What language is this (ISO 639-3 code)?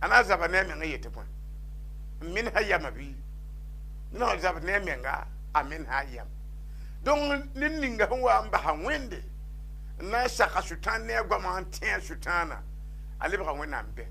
mos